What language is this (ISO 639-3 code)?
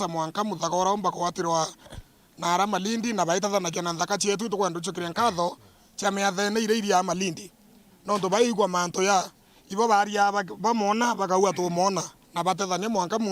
mer